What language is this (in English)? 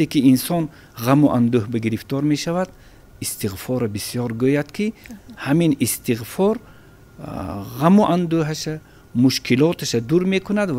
Tajik